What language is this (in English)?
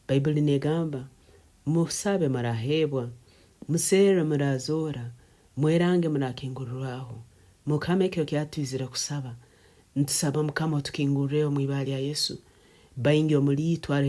Nyankole